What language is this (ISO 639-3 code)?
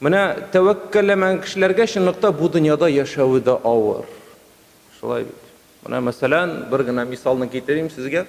tat